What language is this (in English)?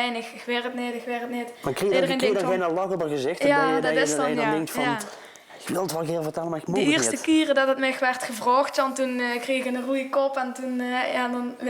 Limburgish